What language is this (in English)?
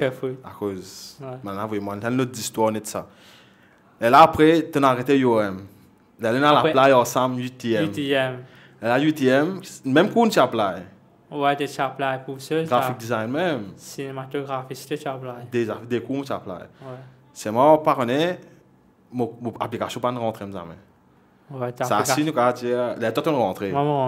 Morisyen